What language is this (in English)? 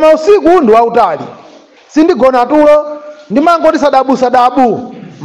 Nyanja